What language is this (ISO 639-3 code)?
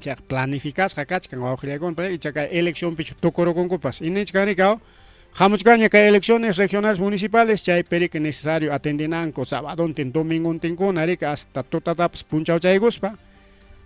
quy